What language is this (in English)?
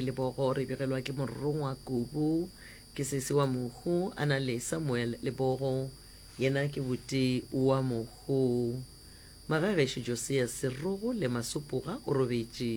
Northern Sotho